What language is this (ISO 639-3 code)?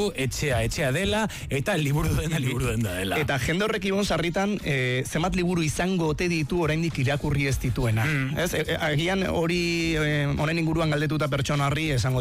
eus